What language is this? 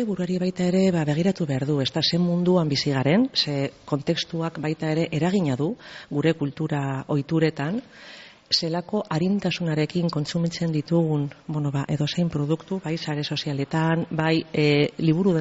Basque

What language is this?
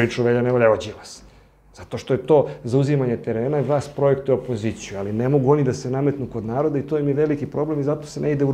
Serbian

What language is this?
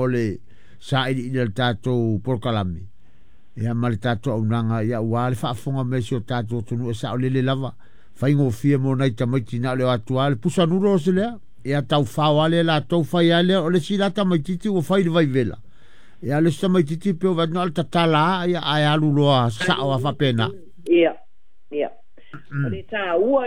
Samoan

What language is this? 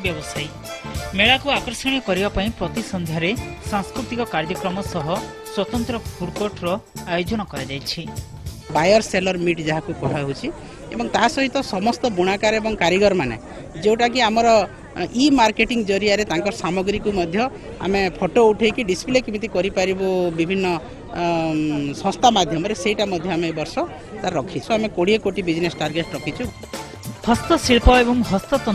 Odia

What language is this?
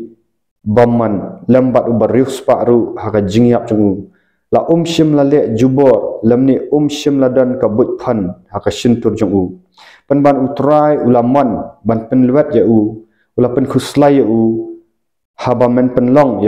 Khasi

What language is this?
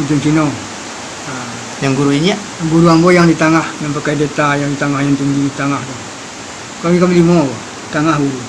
Minangkabau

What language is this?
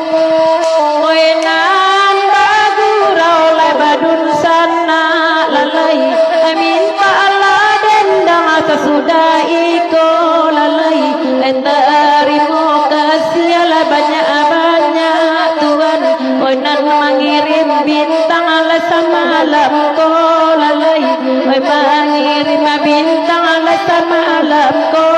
Minangkabau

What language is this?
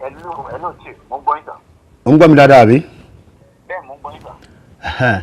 Yoruba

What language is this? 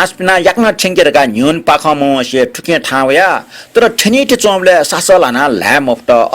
Newari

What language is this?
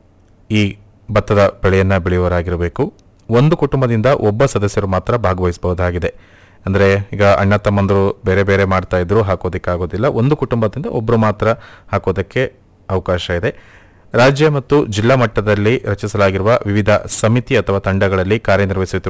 Kannada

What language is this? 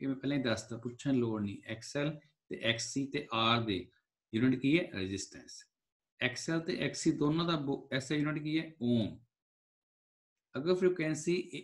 Punjabi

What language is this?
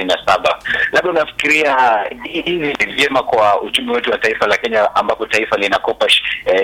Swahili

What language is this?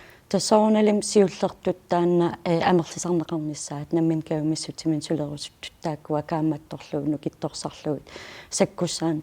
Kalaallisut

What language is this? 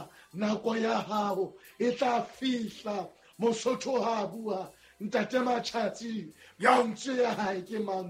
Southern Sotho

